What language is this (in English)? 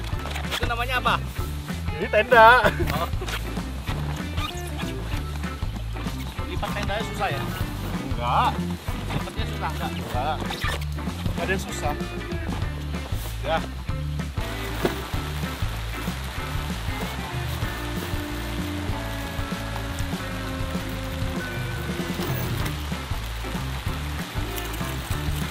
Indonesian